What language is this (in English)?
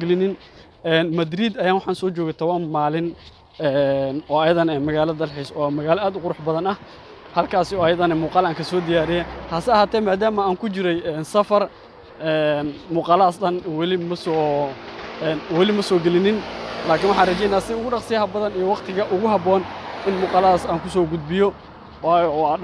Somali